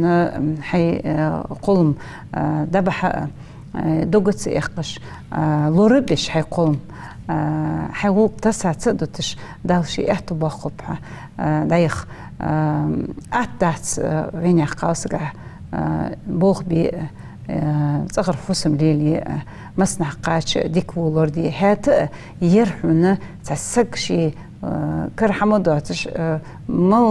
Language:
Ingush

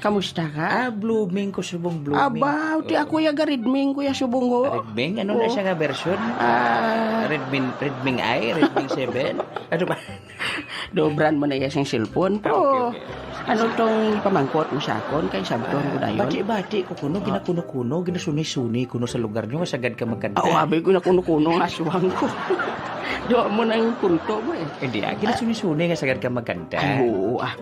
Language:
Hiligaynon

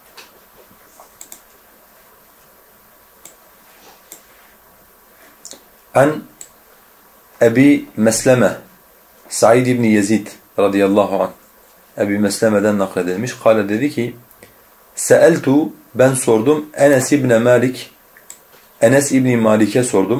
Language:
Turkish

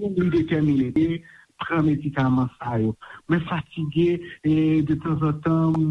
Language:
Haitian Creole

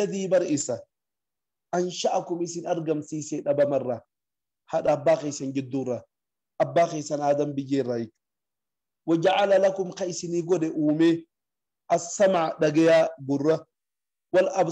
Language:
Oromo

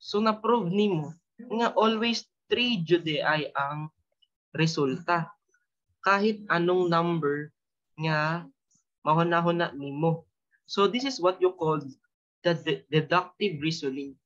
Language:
Cebuano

